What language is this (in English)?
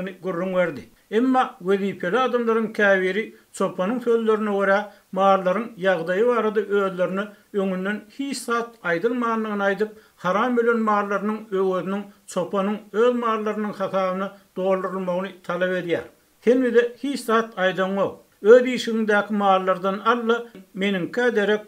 Turkmen